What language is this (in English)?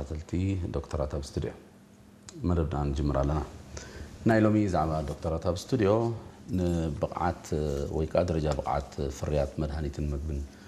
Tigrinya